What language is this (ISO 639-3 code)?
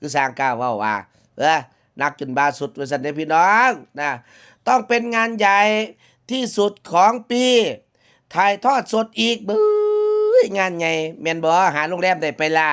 tts